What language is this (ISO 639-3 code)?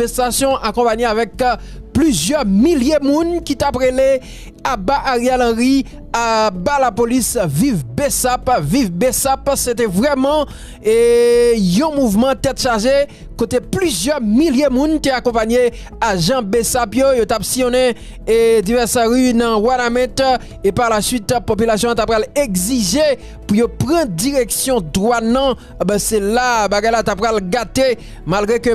hat